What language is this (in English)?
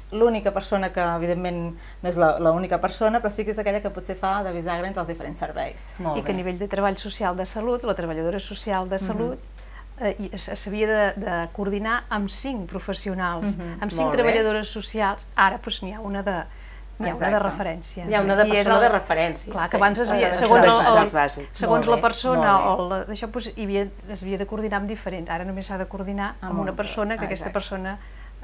Catalan